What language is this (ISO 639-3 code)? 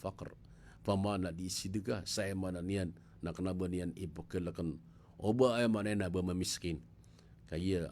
mrw